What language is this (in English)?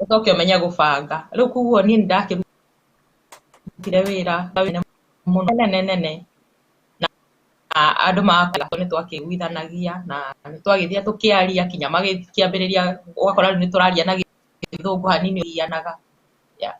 Kikuyu